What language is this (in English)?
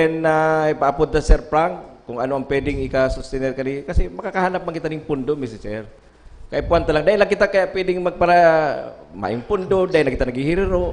Bikol